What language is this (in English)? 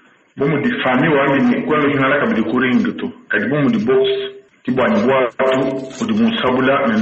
Luba-Lulua